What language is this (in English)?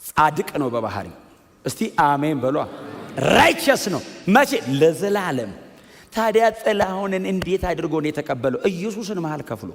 Amharic